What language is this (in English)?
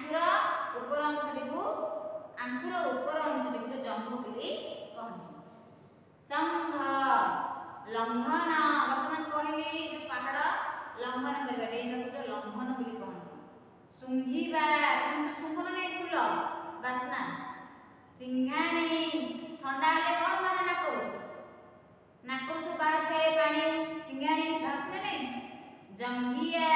Odia